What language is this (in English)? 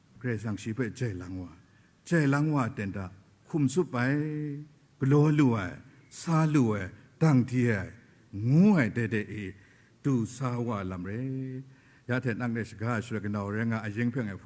Kachin